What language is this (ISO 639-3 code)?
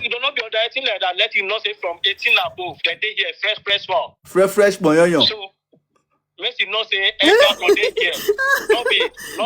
pcm